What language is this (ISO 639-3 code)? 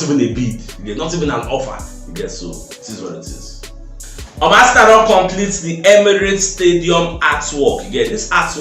pcm